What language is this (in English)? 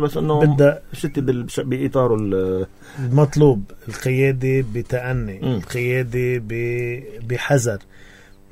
North Levantine Arabic